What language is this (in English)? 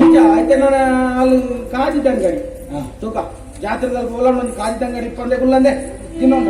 Tulu